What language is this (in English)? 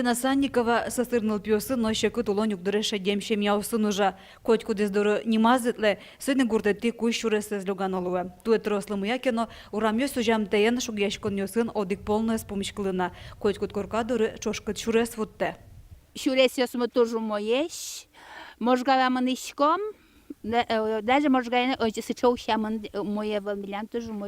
Udmurt